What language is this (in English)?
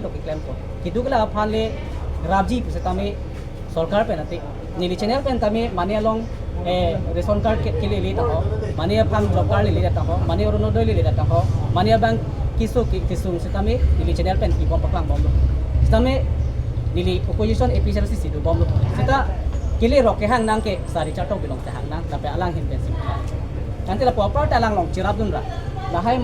Karbi